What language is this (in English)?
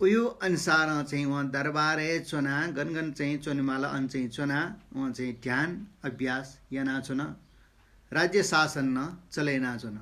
Newari